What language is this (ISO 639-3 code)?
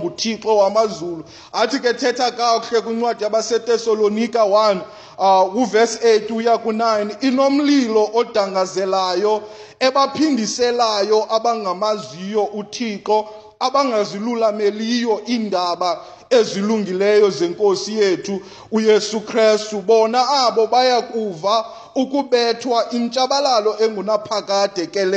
xho